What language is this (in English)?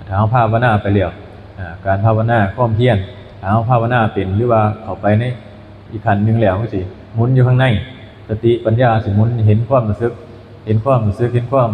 Northeastern Thai